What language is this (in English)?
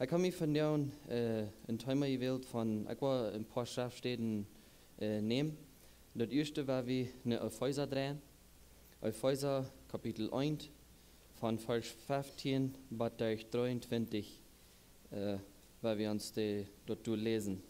Plautdietsch